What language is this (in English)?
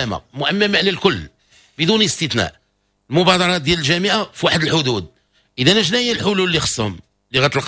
Moroccan Arabic